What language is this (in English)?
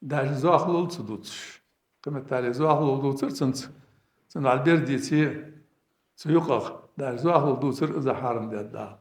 Ingush